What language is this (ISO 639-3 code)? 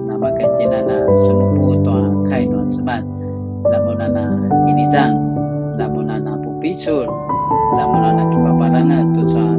pwn